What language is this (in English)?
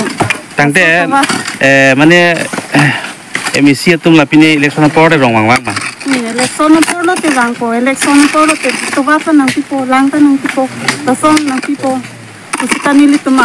Karbi